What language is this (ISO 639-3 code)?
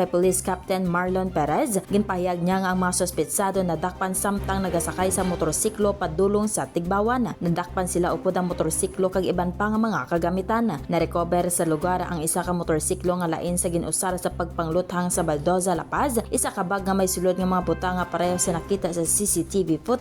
hil